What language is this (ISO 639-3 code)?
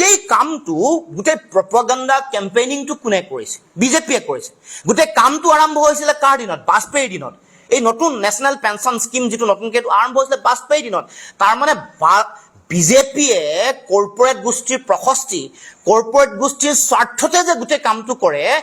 asm